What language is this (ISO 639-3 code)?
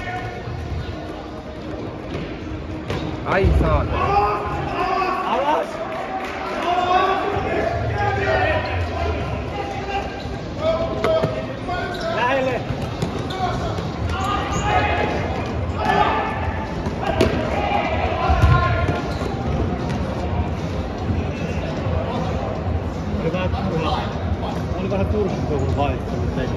fin